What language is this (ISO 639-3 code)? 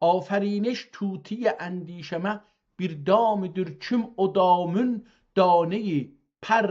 azb